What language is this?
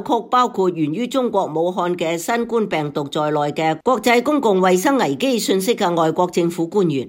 Cantonese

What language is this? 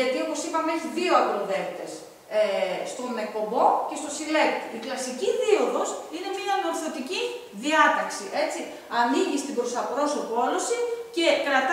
Greek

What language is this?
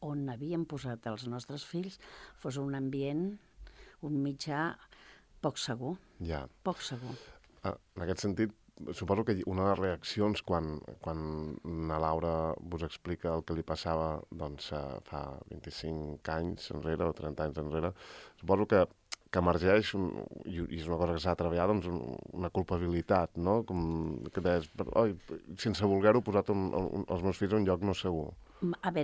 Catalan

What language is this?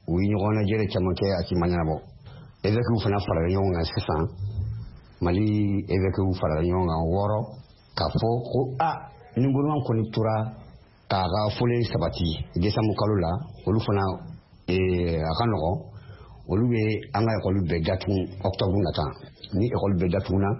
Bambara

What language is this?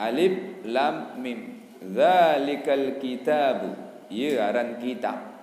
Sasak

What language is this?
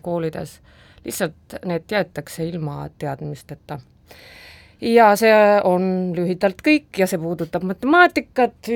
Estonian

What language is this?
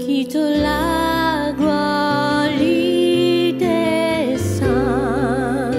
Morisyen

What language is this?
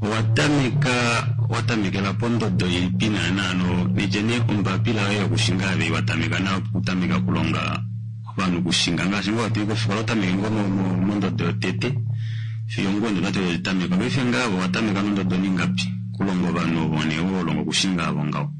Kuanyama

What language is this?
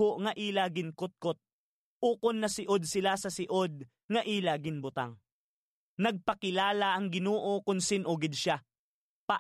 Hiligaynon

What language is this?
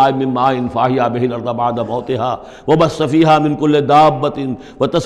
Urdu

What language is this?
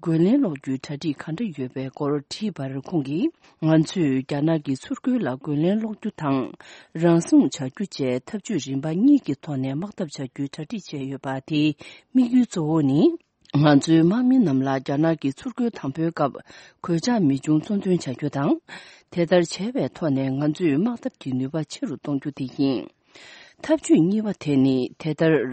Tibetan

